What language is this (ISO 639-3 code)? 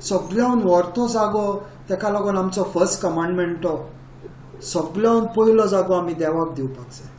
kok